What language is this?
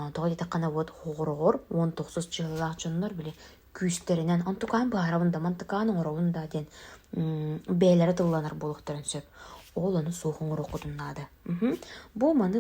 Yakut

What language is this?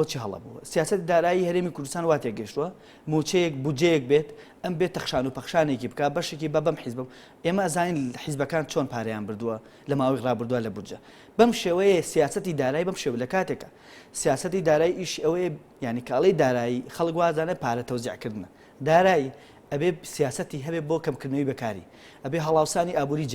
Central Kurdish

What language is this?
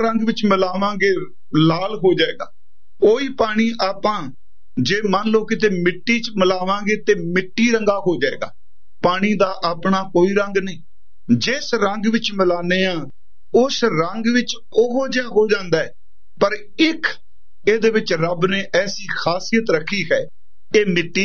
Punjabi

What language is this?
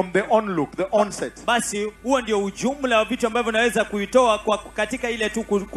Swahili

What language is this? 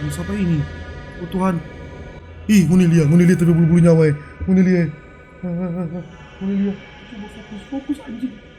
Manado Malay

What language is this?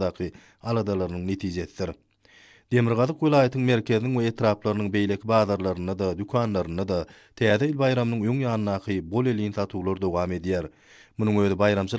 Turkmen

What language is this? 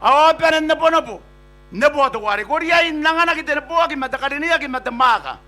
Gilbertese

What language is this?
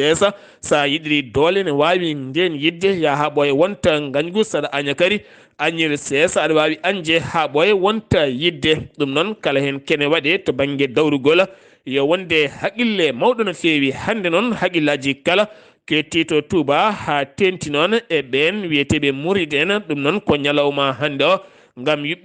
Fula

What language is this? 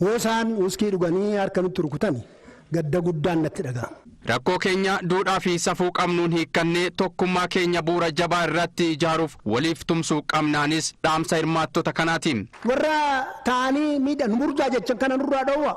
Oromo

